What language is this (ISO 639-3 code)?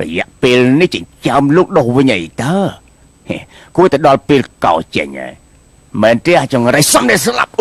khm